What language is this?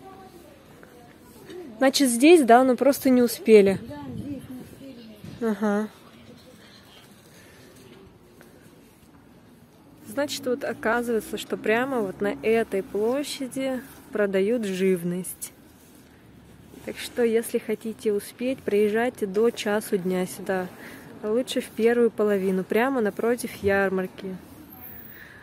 Russian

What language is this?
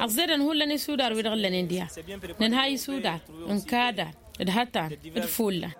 Tamasheq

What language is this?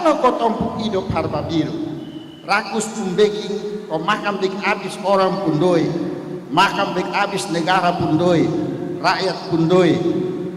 Kupang Malay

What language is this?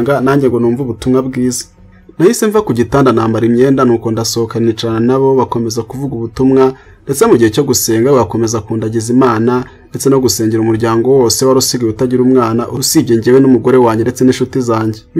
Kinyarwanda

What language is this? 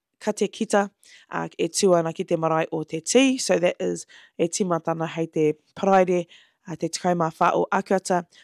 Māori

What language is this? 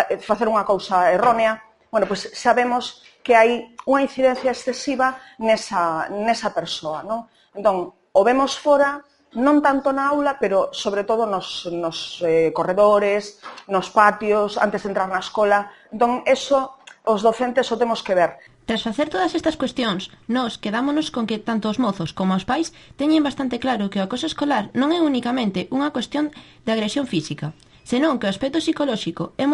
Galician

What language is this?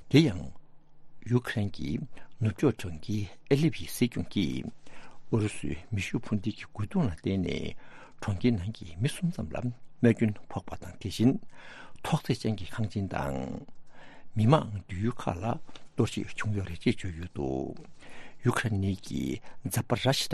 Tibetan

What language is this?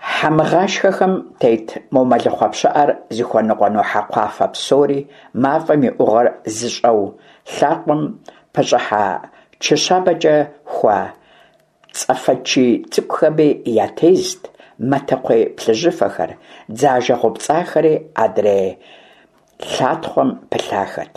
Kabardian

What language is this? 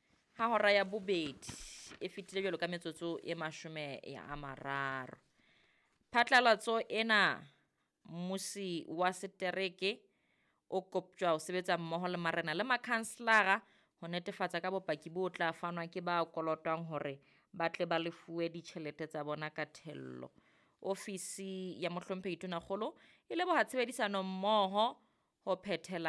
Southern Sotho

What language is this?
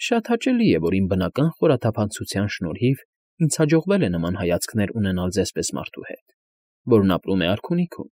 Armenian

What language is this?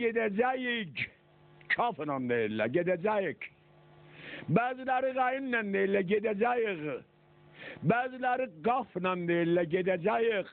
South Azerbaijani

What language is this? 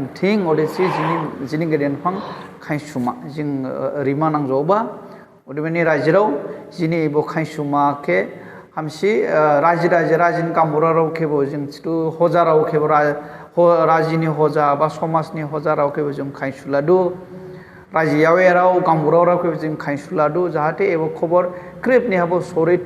Dimasa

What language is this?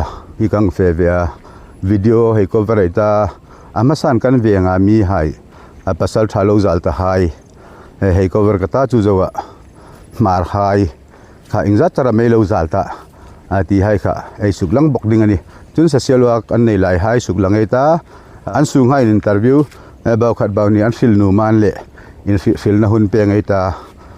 Hmar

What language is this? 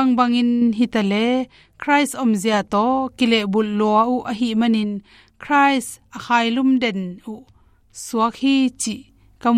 Tedim Chin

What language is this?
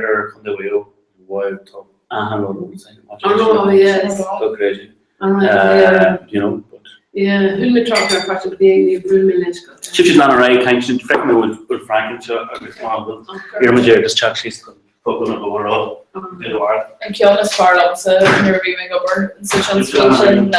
Irish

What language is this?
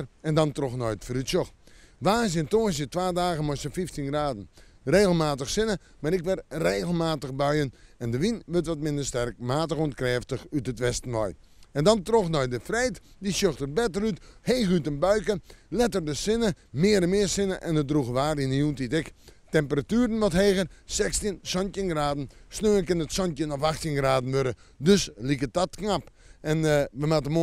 Western Frisian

